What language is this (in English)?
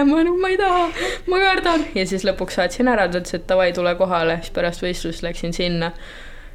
Estonian